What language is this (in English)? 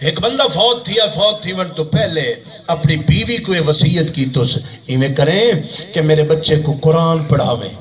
Saraiki